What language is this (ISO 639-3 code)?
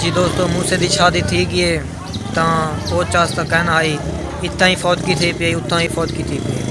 skr